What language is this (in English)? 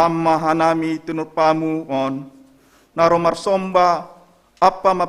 Batak Simalungun